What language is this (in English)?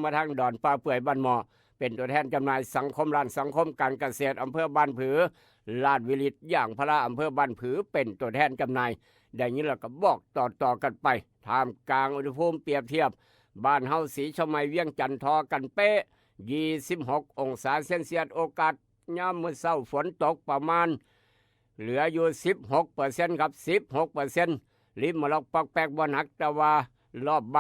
Northeastern Thai